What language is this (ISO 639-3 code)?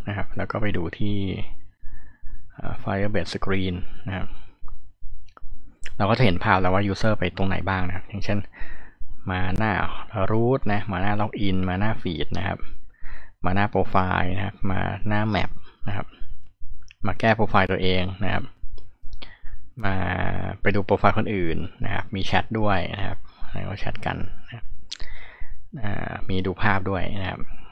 tha